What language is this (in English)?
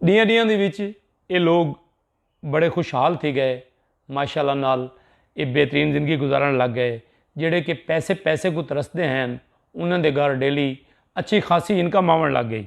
Saraiki